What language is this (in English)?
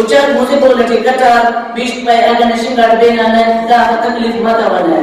Brahui